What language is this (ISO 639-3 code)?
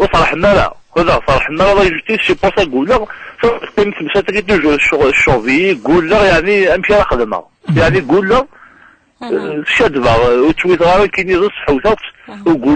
kab